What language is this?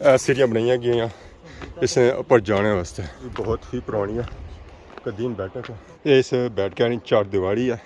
Pahari-Potwari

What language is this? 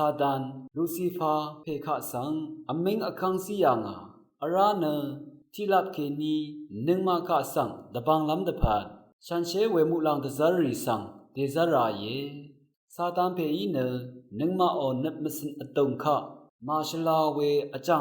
Rawang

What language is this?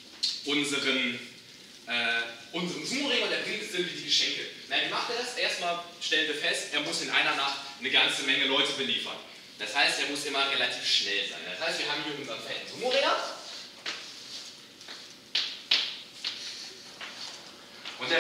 German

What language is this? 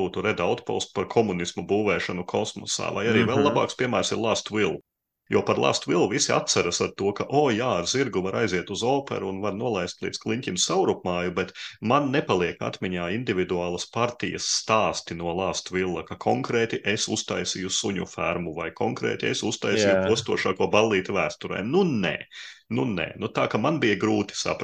Latvian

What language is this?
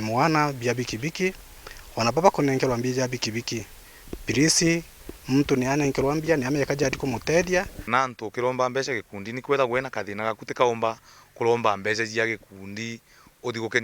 Meru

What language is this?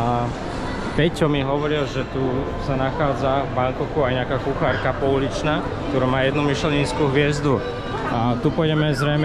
Slovak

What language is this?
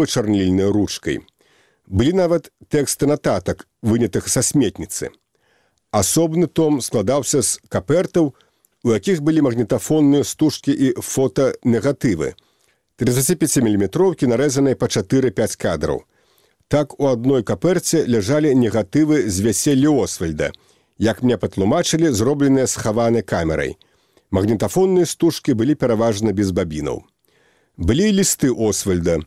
Belarusian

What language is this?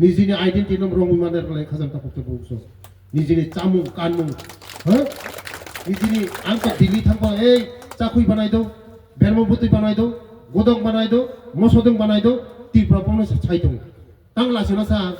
Riang (India)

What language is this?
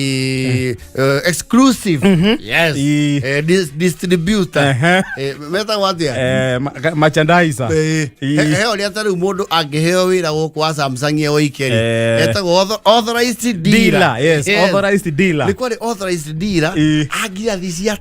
Kikuyu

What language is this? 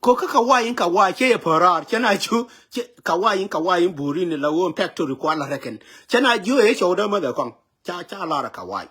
Nuer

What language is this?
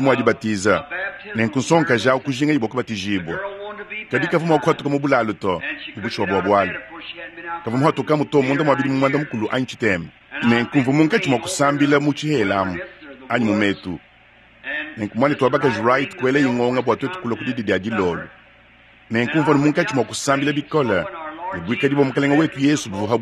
Luba-Lulua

